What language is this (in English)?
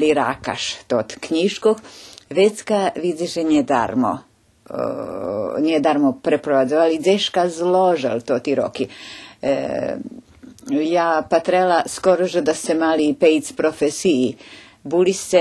Rusyn